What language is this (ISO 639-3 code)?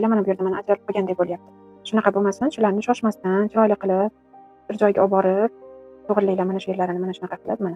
uzb